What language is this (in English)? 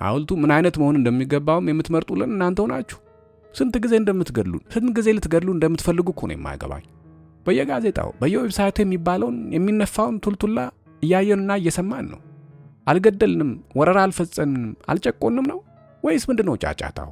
Amharic